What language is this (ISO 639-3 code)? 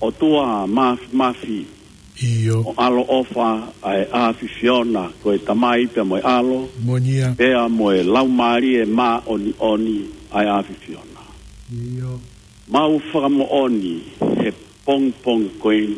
ton